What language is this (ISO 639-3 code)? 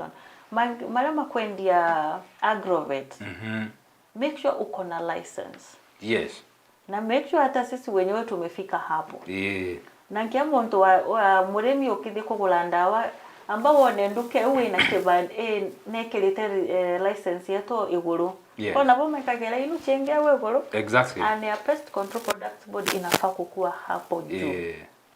mer